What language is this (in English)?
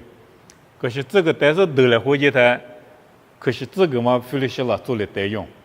Lisu